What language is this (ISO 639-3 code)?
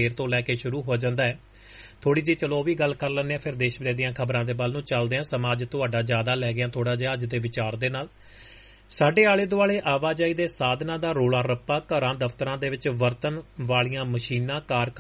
pan